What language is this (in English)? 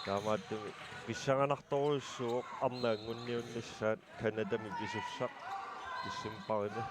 Kalaallisut